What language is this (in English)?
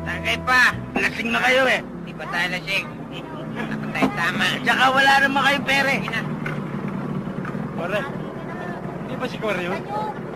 Filipino